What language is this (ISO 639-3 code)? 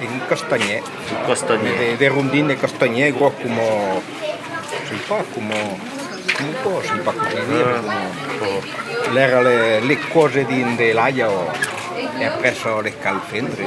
oci